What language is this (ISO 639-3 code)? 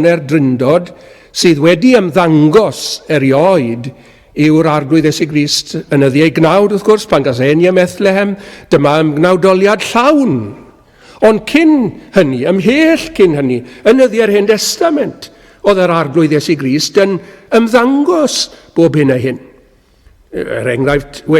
cym